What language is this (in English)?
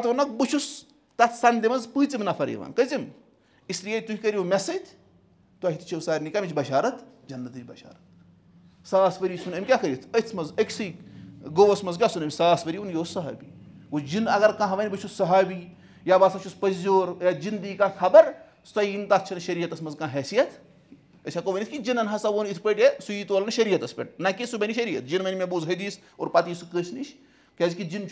Kashmiri